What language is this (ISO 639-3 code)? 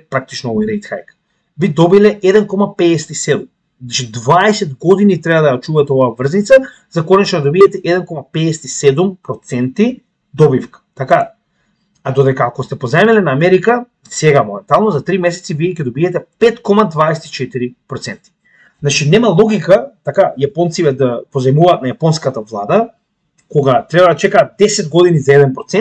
mkd